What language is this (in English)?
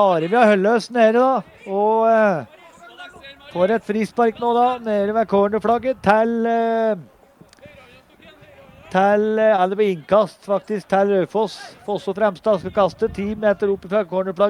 Norwegian